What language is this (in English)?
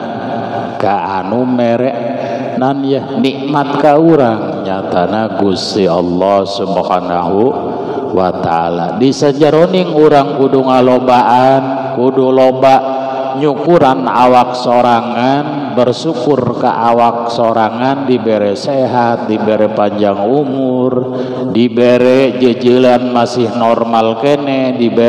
Sundanese